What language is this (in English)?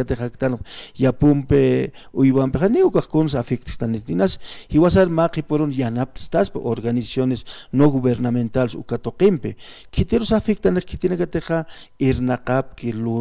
Aymara